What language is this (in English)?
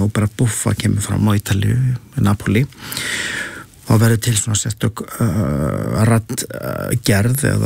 Icelandic